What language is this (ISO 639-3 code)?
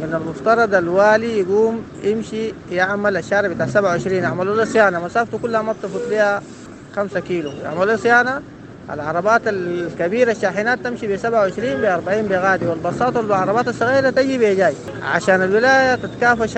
apd